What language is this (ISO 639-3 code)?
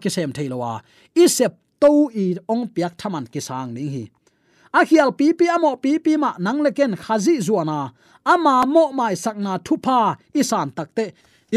ctd